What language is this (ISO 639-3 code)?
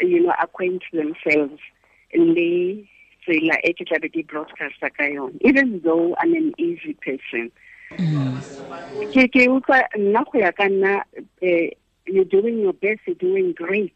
tsn